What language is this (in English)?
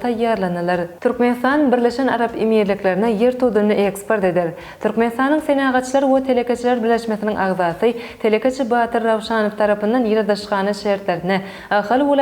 Turkmen